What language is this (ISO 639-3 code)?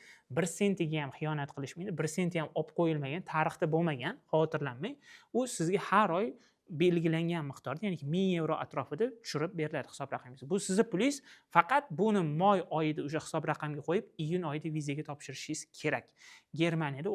uzb